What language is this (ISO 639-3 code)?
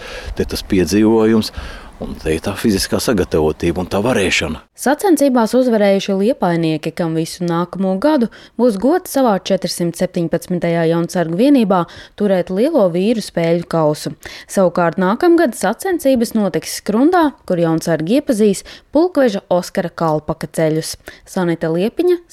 lav